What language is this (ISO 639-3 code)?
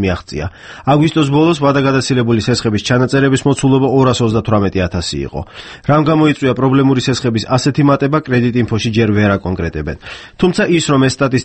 kat